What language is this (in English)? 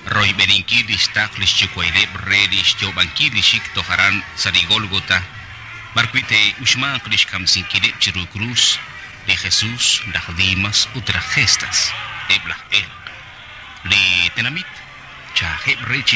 Kekchí